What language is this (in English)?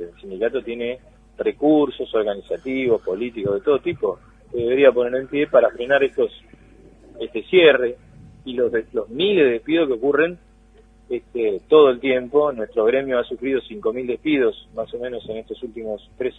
Spanish